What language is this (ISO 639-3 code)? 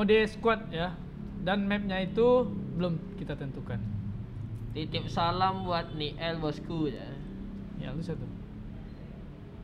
ind